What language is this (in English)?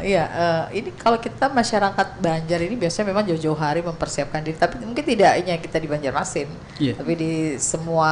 Banjar